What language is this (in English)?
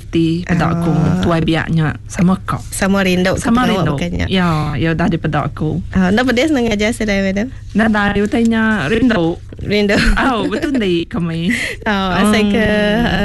Iban